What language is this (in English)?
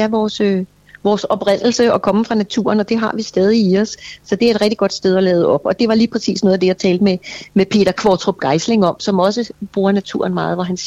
Danish